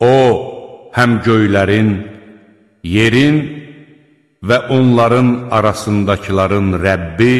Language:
Azerbaijani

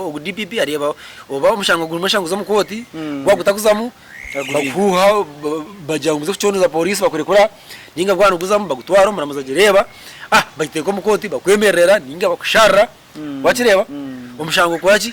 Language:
Nyankole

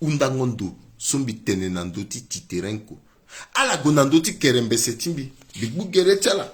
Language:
Sango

